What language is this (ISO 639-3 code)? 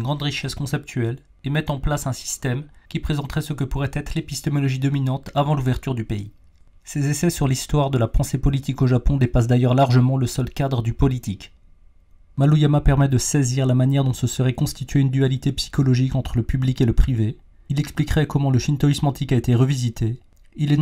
fra